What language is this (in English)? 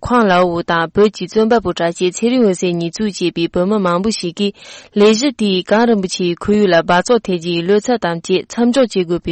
Tibetan